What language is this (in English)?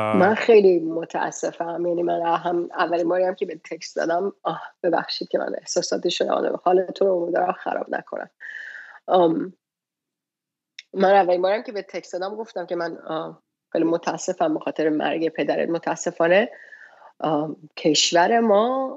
Persian